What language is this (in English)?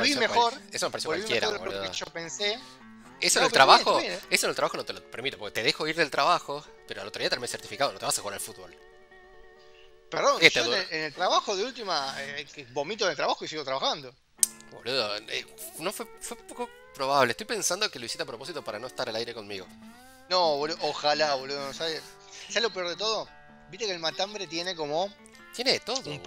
Spanish